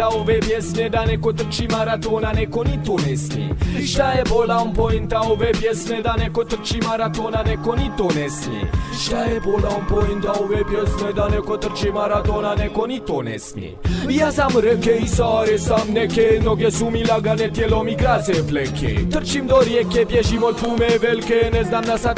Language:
Bosnian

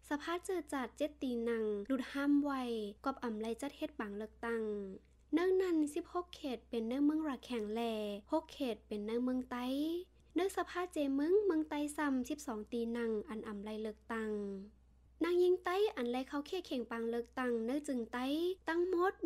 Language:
Shan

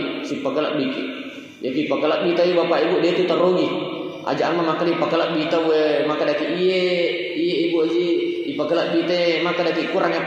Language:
Buginese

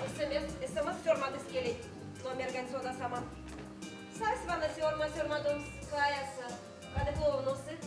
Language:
Erzya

